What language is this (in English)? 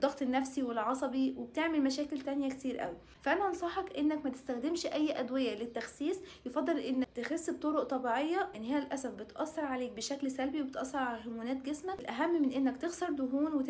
Egyptian Arabic